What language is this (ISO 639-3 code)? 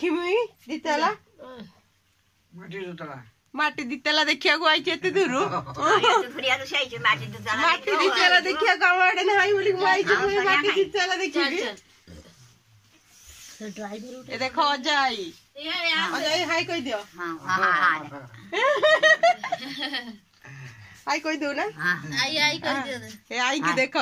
ori